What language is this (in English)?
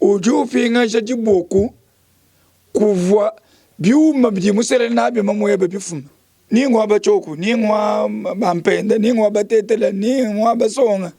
Luba-Lulua